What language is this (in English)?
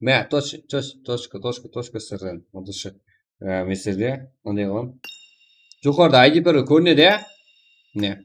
Kara-Kalpak